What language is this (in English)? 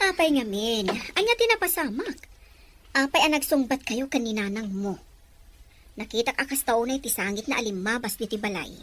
Iloko